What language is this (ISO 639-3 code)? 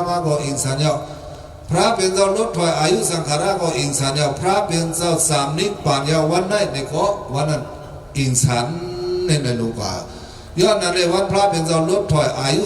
shn